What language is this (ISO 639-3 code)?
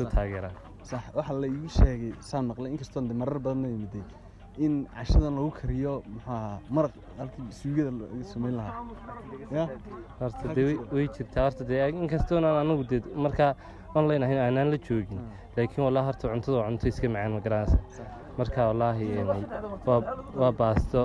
som